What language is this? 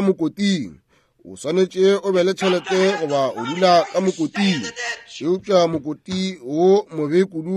Northern Sotho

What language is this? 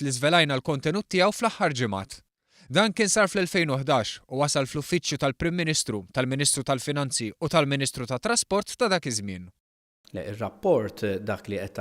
Maltese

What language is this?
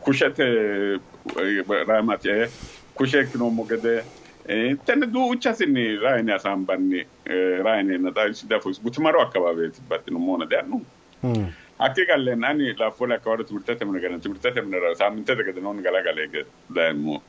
Sidamo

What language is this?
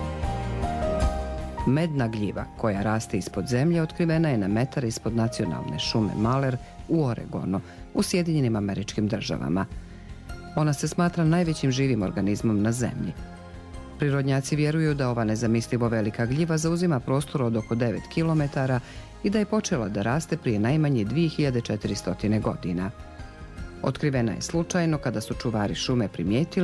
Bosnian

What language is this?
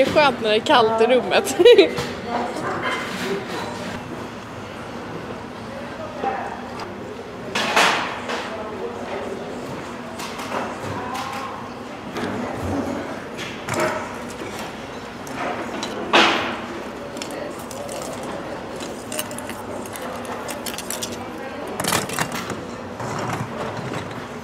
Swedish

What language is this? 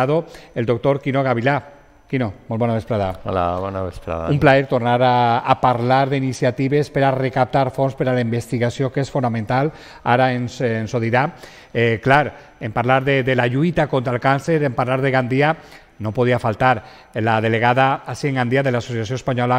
Catalan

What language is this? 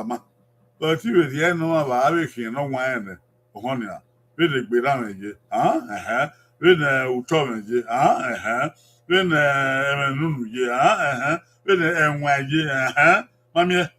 Bini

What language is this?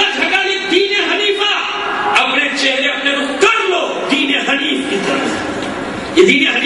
Urdu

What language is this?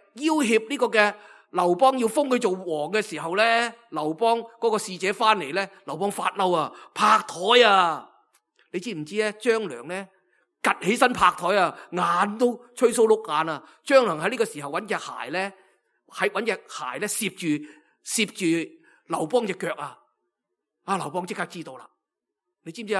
Cantonese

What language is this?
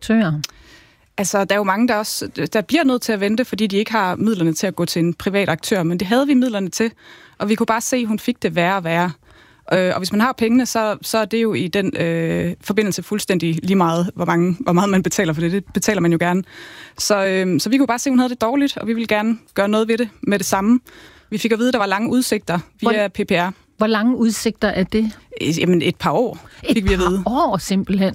Danish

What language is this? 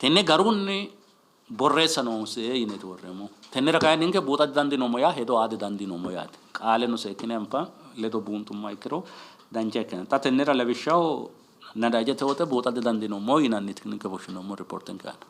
Sidamo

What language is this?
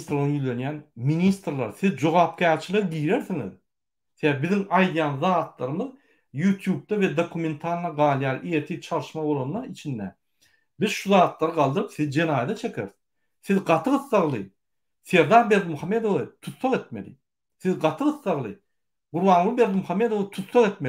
Turkmen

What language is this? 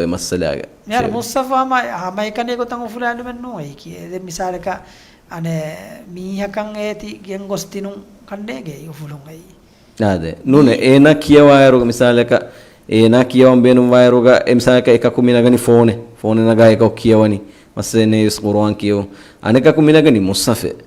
Divehi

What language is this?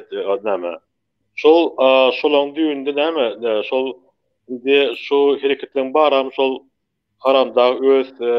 Turkmen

